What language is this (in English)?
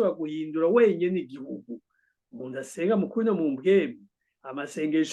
Rundi